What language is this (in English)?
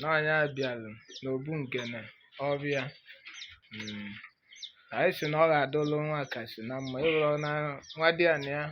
Igbo